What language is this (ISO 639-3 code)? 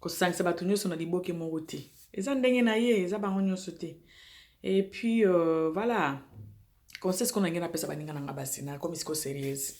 lin